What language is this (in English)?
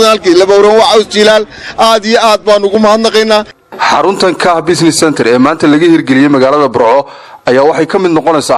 Somali